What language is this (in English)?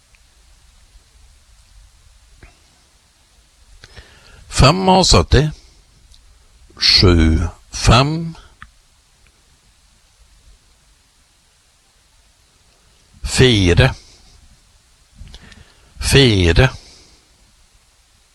Norwegian